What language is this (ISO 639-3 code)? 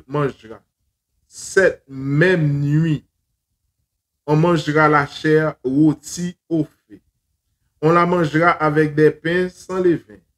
fra